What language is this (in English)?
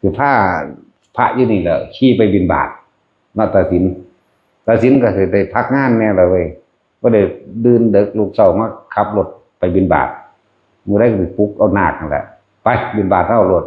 Northeastern Thai